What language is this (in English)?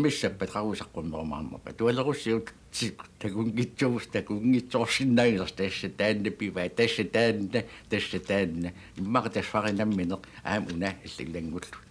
Kalaallisut